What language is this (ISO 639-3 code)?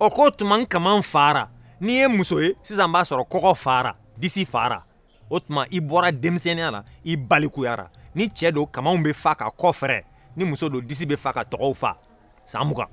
bam